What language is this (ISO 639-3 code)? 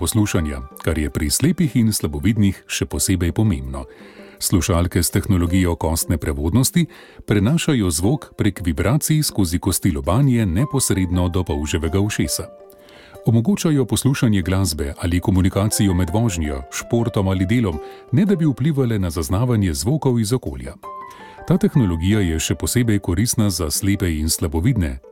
slv